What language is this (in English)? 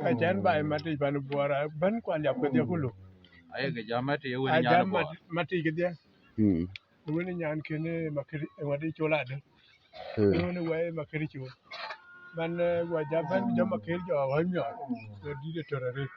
Dinka